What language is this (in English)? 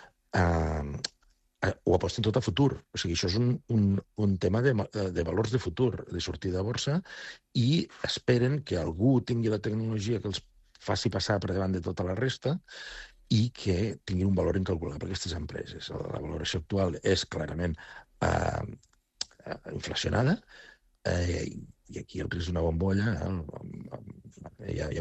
Catalan